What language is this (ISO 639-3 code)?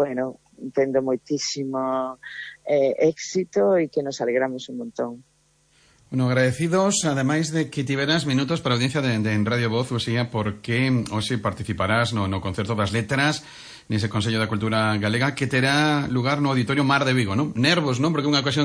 glg